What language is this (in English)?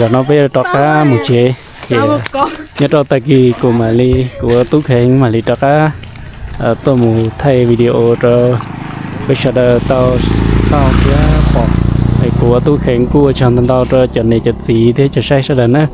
Hmong